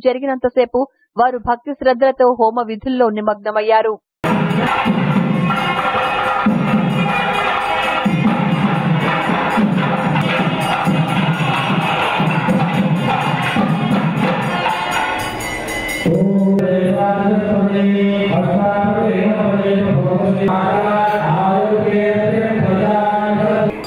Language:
Telugu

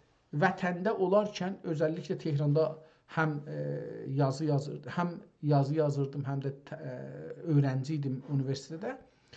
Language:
South Azerbaijani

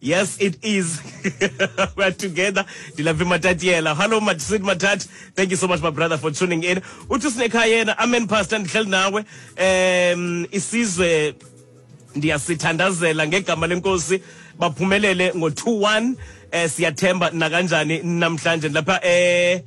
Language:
Xhosa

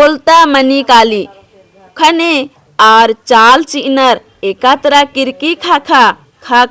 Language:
Kurukh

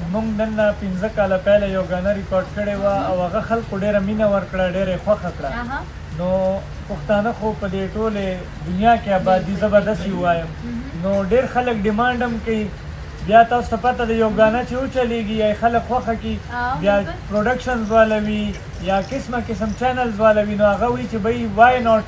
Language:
Pashto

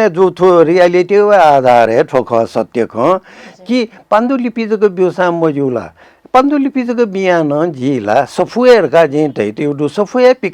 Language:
Newari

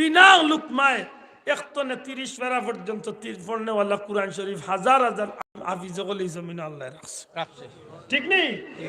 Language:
Sylheti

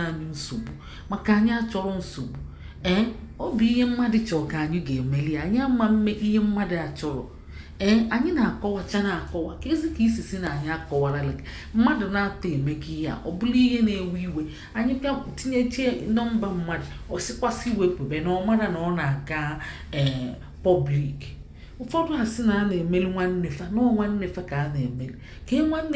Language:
Igbo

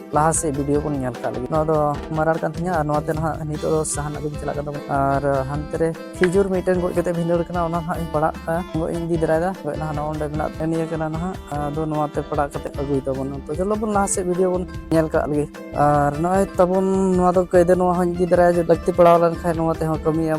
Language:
Santali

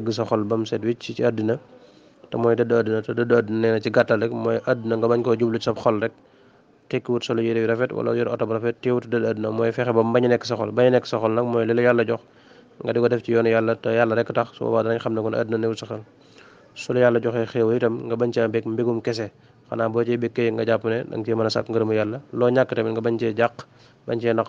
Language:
Wolof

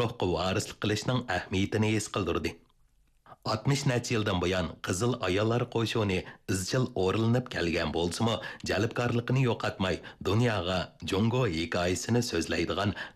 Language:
Uyghur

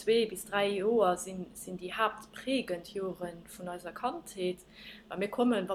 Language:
Luxembourgish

